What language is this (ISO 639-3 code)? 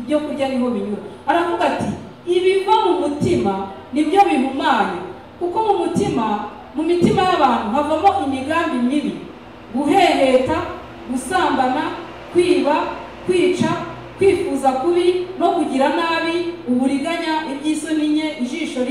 kin